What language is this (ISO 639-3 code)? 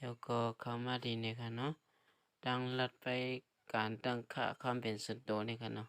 shn